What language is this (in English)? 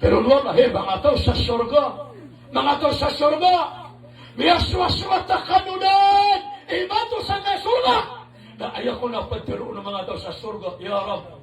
Maranao